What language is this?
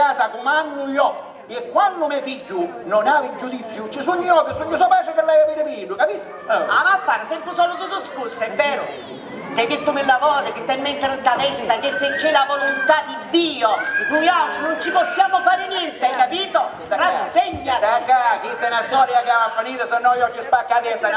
Sicilian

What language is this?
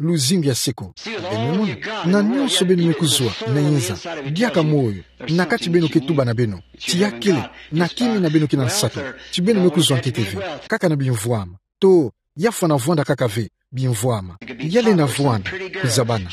Kituba (Democratic Republic of Congo)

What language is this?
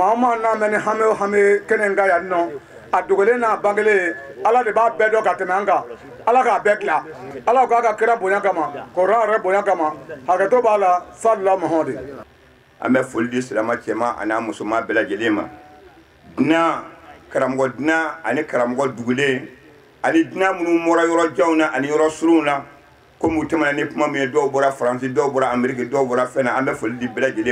Bambara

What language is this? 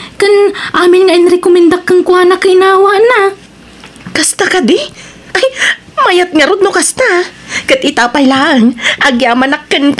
Iloko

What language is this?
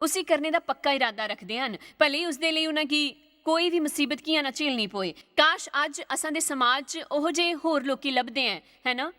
Dogri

